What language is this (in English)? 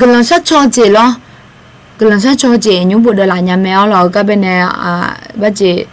Akha